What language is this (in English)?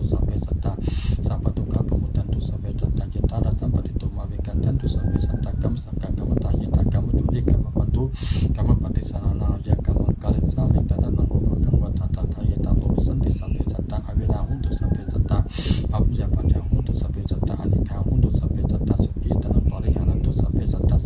Pali